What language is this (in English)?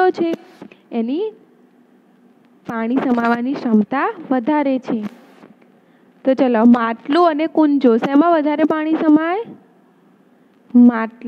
Gujarati